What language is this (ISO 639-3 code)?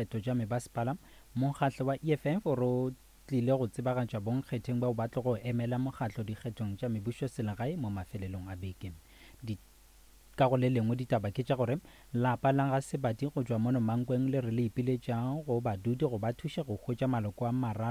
nso